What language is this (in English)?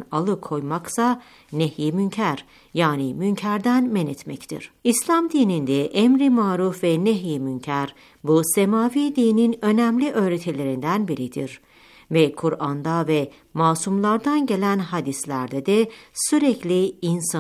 Turkish